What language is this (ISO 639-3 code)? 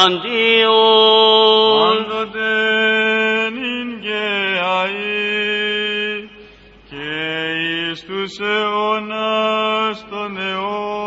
ell